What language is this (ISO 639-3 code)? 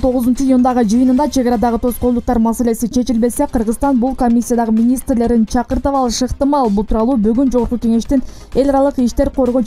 kir